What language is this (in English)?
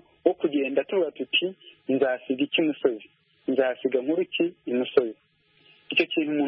Kinyarwanda